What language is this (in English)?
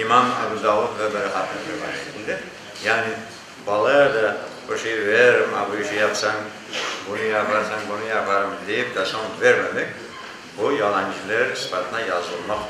Crimean Tatar